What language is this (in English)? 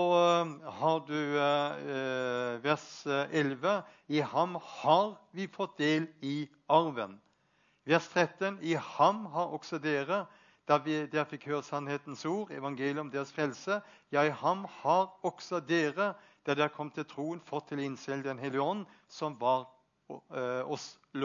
Norwegian